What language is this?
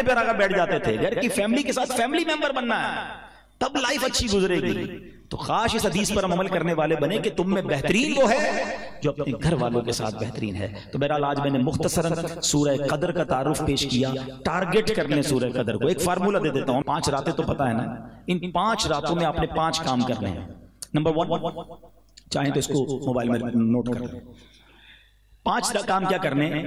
Urdu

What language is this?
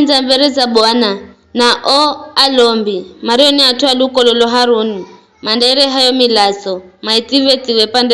Giryama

